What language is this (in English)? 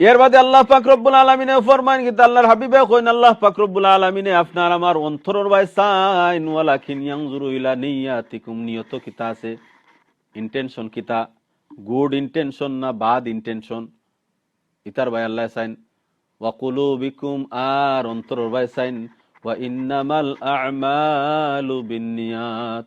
Sylheti